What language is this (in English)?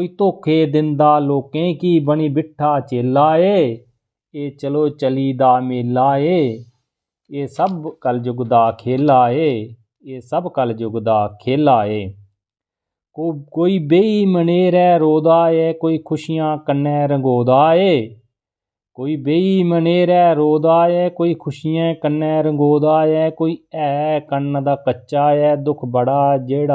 Dogri